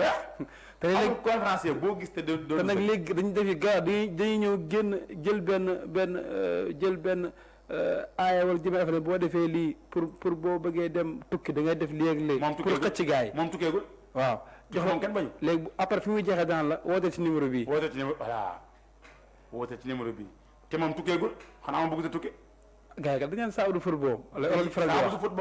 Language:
Wolof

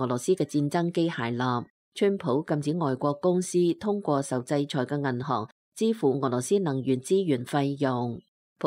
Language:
Cantonese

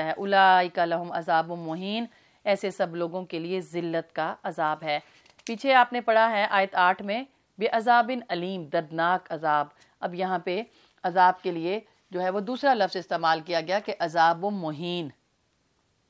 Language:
Urdu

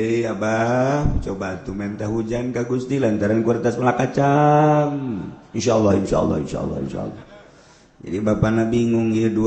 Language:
Sundanese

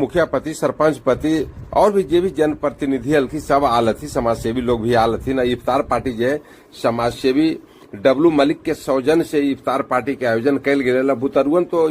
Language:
Magahi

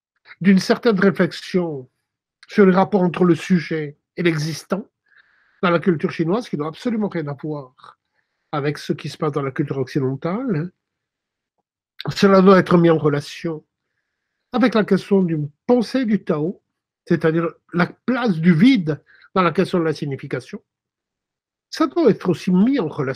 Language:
French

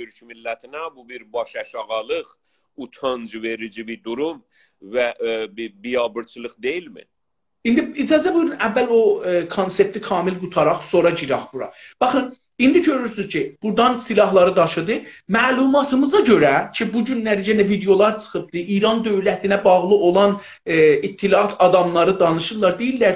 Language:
South Azerbaijani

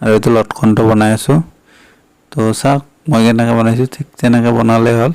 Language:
Assamese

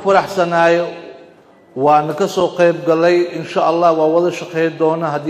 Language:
Somali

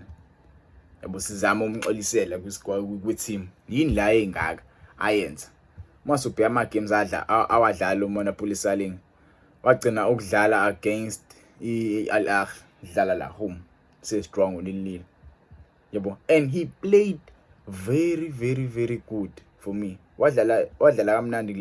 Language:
Zulu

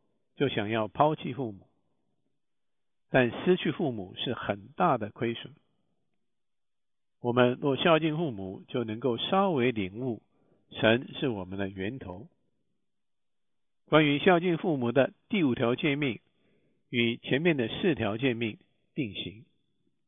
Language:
Chinese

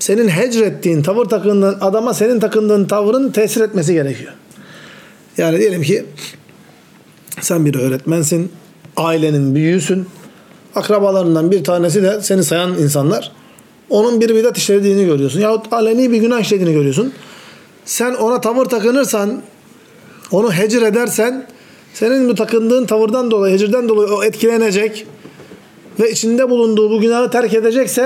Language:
Turkish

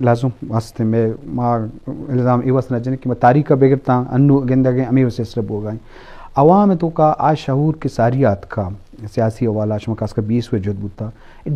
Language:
Baluchi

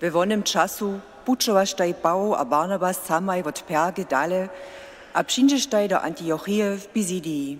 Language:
Upper Sorbian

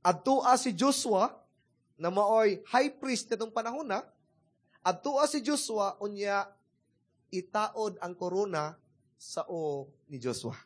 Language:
Cebuano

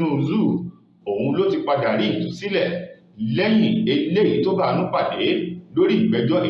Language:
Yoruba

